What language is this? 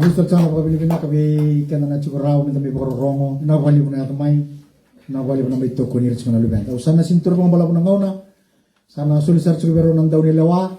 Fijian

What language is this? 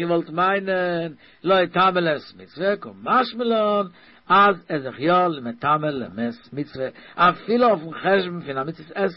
Yiddish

